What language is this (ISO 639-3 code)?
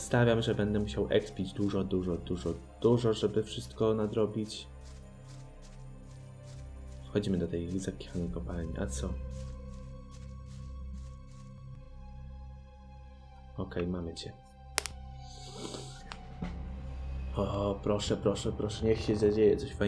pol